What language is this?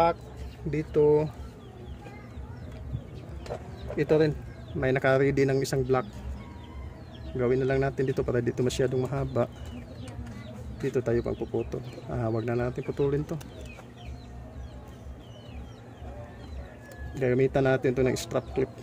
Filipino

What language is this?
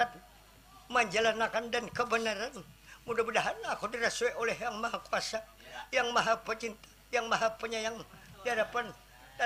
Banjar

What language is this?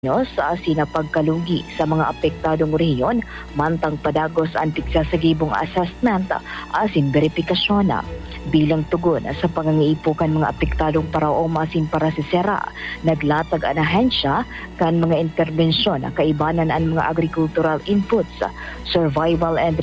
Bikol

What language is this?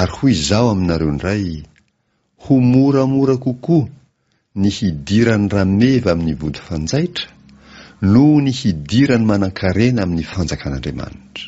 Malagasy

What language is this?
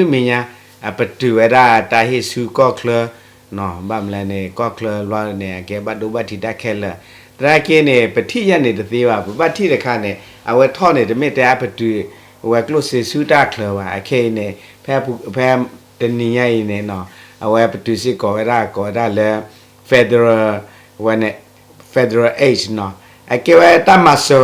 S'gaw Karen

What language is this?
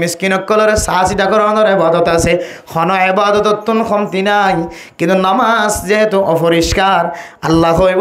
Rohingya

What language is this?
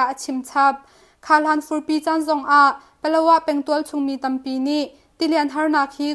Hakha Chin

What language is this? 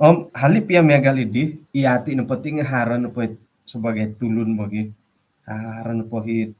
Central Dusun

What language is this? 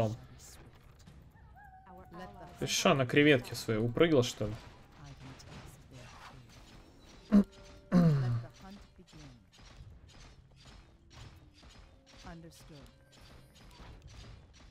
Russian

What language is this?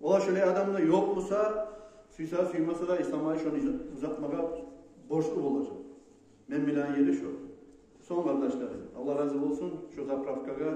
Kumyk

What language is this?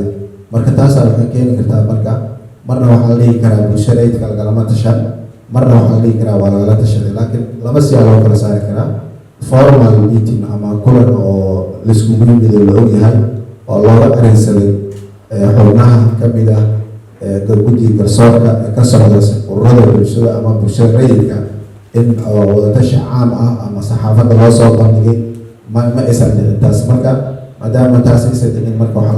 Somali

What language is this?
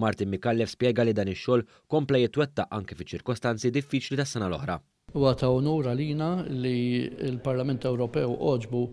Maltese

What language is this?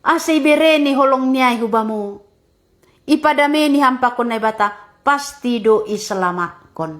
Batak Simalungun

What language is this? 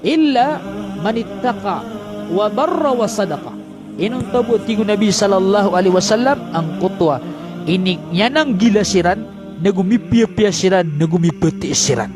Maranao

